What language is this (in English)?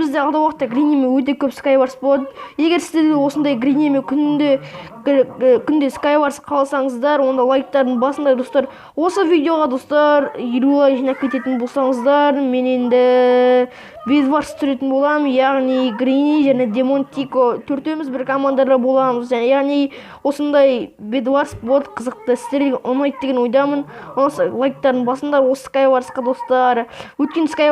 Kazakh